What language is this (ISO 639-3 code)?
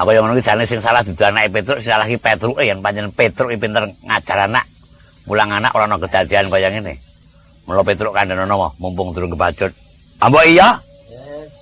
jav